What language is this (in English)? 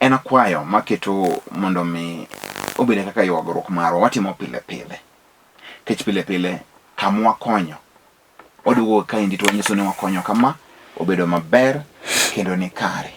Luo (Kenya and Tanzania)